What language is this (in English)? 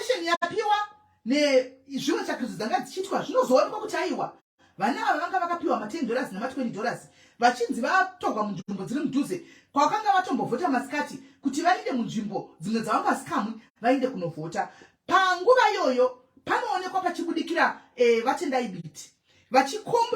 Shona